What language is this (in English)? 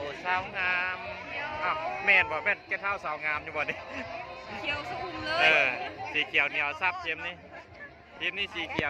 Lao